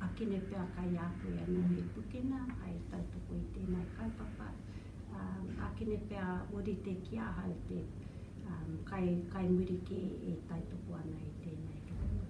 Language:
Māori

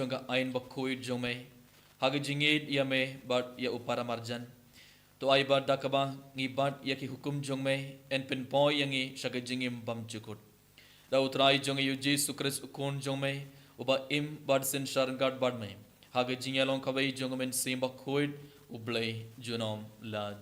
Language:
Khasi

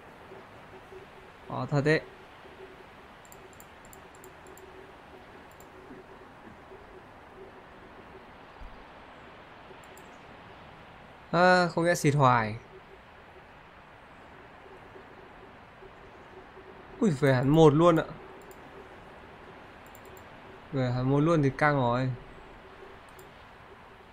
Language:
Vietnamese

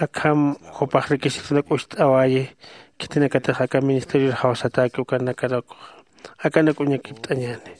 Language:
Aymara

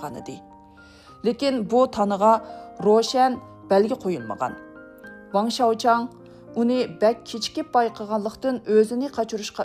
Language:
Uyghur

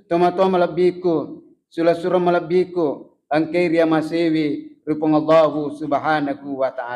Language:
Buginese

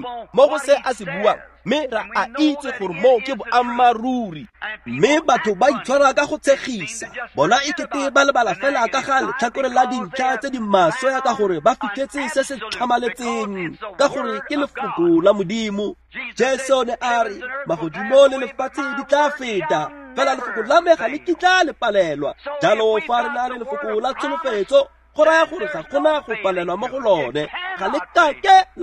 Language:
Tswana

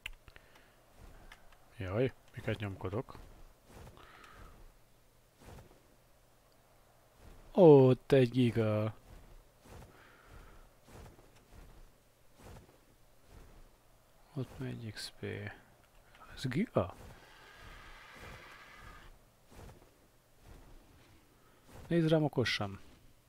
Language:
Hungarian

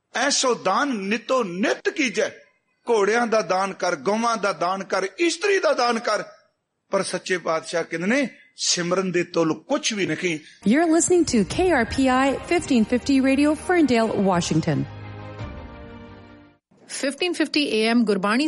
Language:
Punjabi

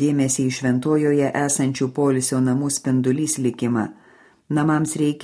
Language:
Lithuanian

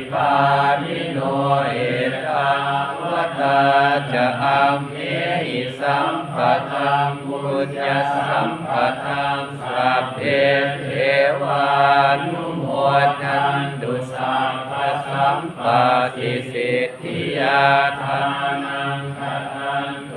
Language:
Pali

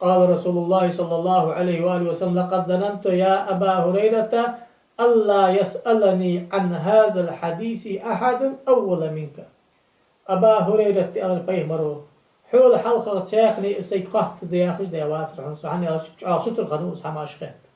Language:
Ingush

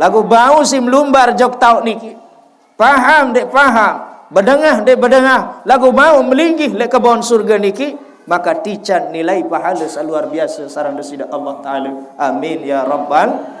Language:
Sasak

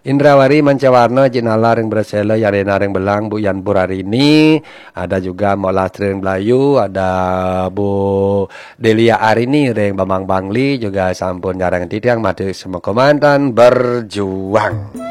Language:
Balinese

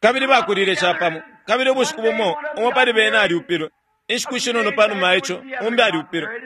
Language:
Bemba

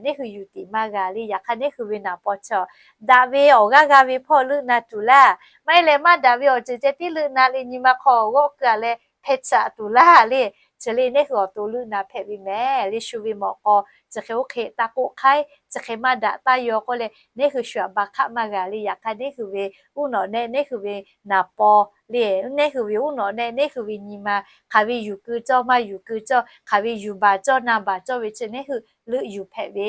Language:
Lahu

